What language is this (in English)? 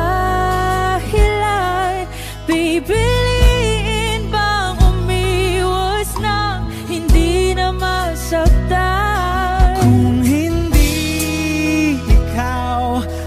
Filipino